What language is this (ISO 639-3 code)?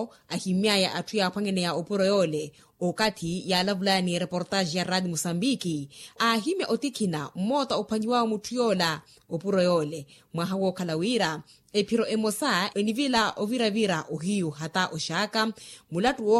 vmw